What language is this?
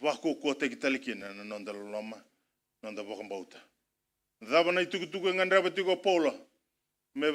Fijian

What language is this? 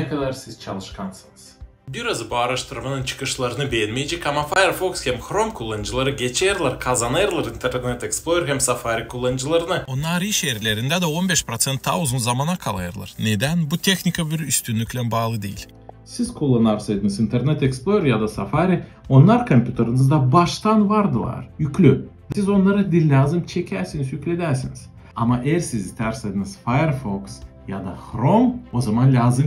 Gagauz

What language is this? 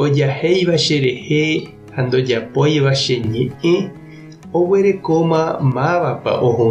Guarani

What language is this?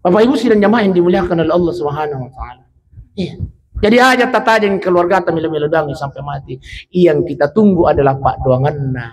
Buginese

